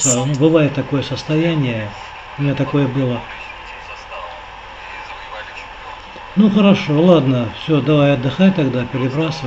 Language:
Russian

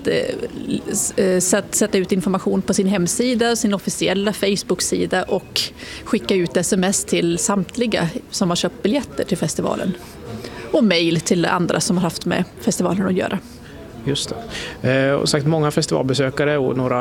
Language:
Swedish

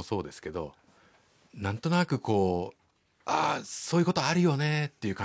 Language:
Japanese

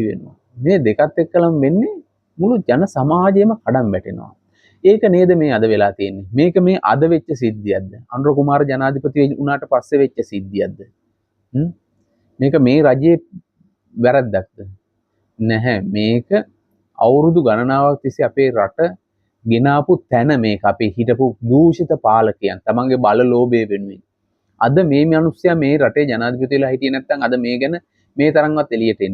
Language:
Sinhala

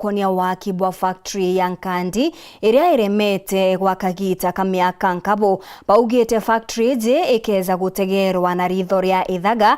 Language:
Meru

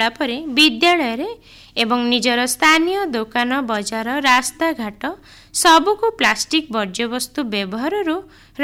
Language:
Odia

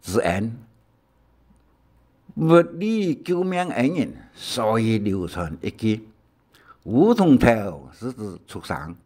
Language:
Hakka Chinese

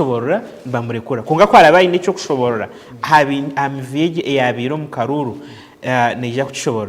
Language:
Nyankole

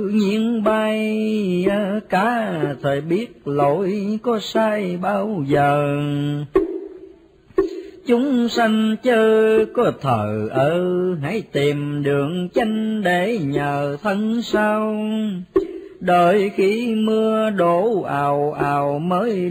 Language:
Vietnamese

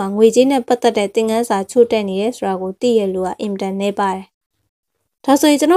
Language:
Burmese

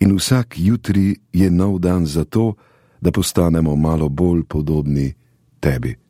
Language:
Slovenian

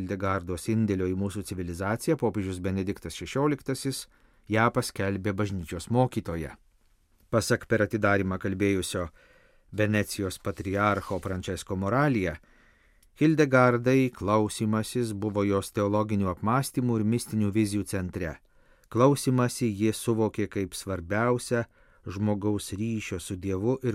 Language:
Lithuanian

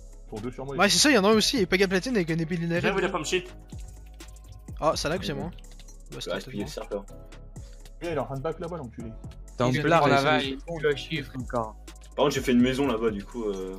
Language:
French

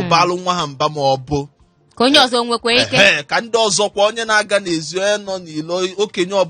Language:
Igbo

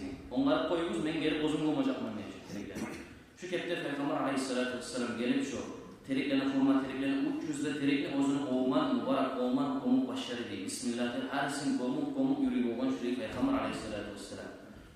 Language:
Kumyk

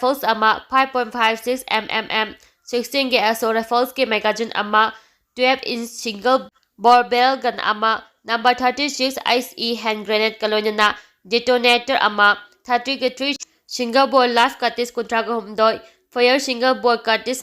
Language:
Manipuri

